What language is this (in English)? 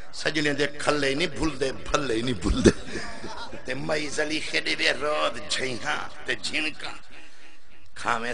Saraiki